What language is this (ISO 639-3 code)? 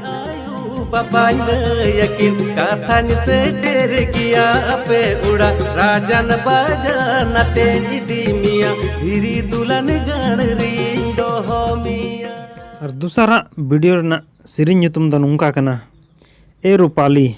sat